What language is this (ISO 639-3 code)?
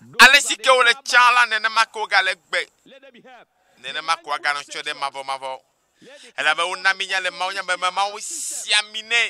ewe